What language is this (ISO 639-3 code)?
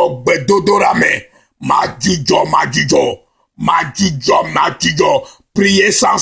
ewe